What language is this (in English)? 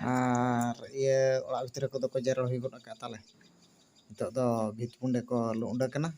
Santali